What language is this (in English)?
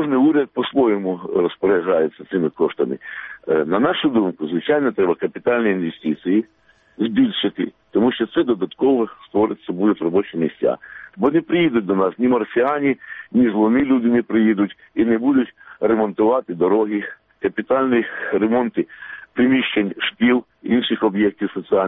Ukrainian